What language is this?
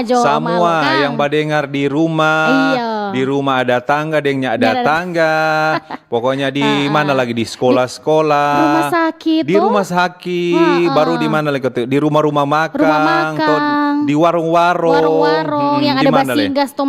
Manado Malay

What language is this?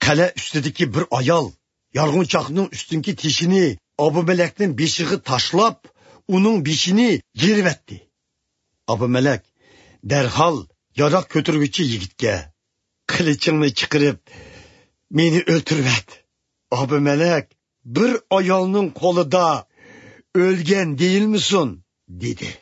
Uyghur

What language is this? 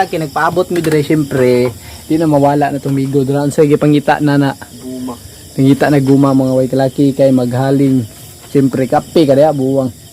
Cebuano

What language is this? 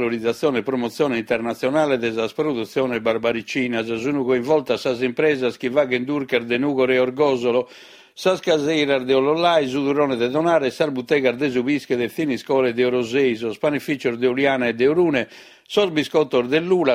Sardinian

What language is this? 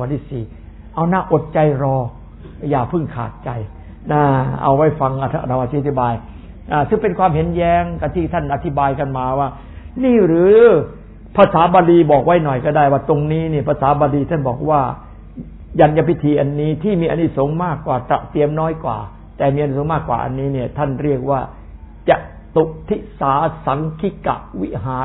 Thai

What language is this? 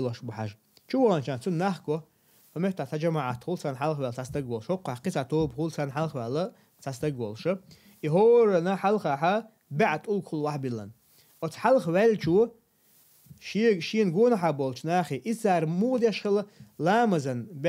Chechen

